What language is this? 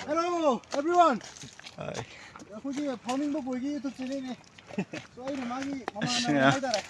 Manipuri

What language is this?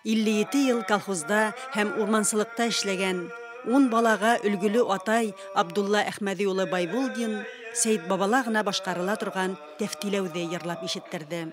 Bashkir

